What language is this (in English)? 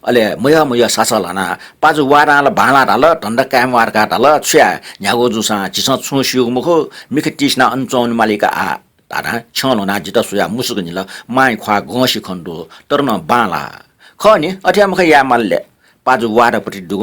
Newari